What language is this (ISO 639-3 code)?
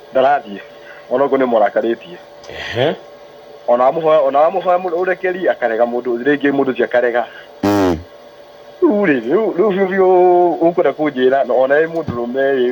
kik